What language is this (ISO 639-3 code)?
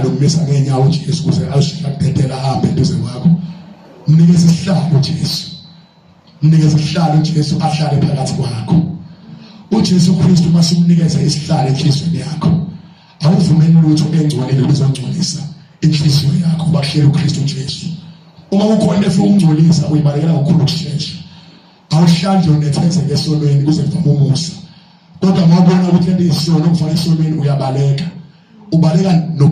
zul